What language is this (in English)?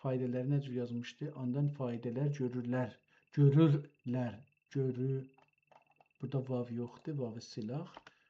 South Azerbaijani